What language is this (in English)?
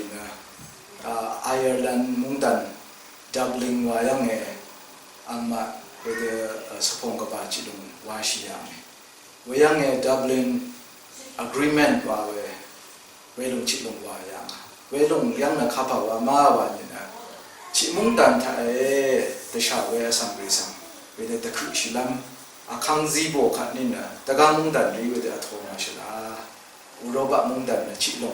Rawang